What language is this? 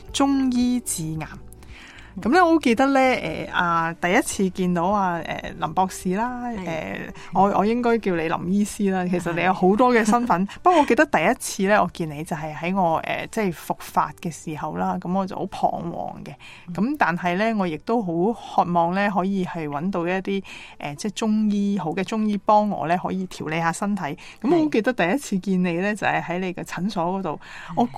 Cantonese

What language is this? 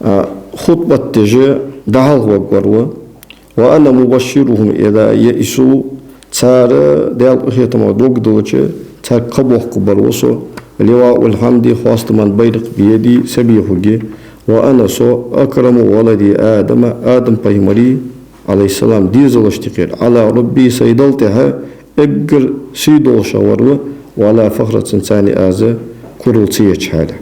Ingush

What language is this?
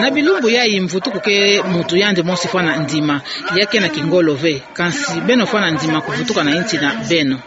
Kituba (Democratic Republic of Congo)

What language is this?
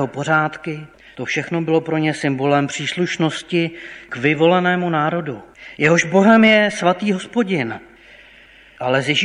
Czech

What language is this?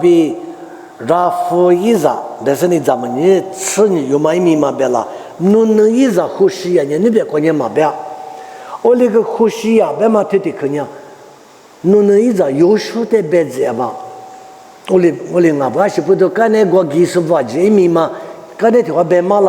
Lisu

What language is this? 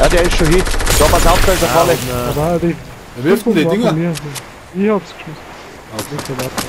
Bavarian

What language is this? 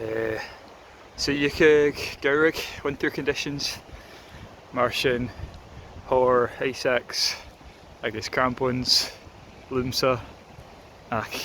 Scottish Gaelic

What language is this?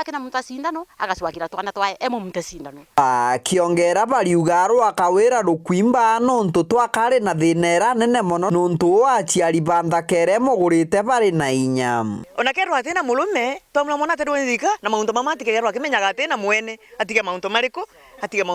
Meru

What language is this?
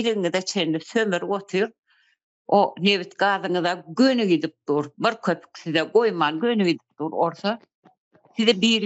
Turkmen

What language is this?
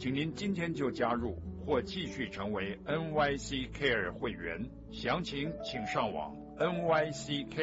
Chinese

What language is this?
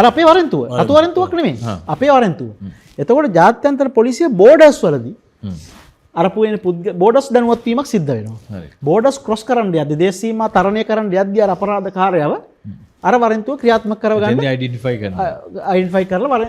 Sinhala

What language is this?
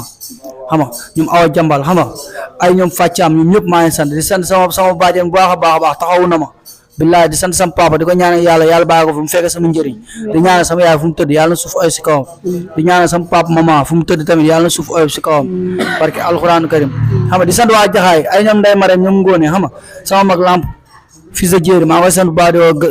Wolof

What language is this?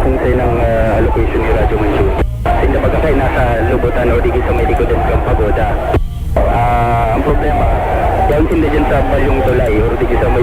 Bikol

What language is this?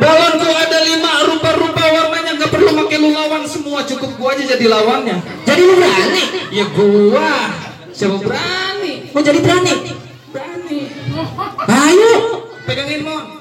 Betawi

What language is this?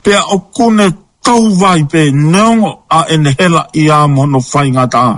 Tongan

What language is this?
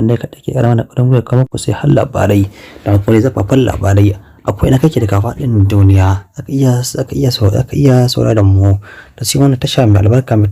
Hausa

